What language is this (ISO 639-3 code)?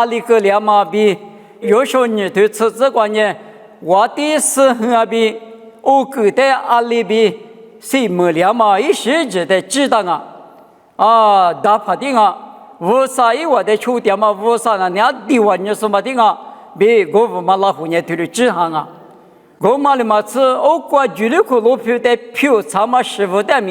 lis